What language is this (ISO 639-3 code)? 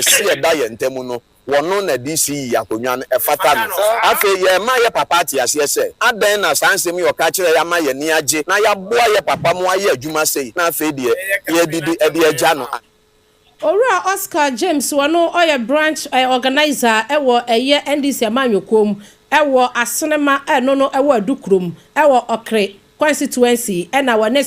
aka